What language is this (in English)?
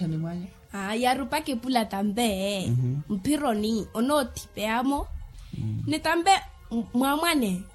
Makhuwa